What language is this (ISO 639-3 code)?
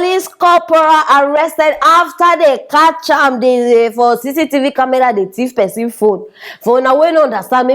pcm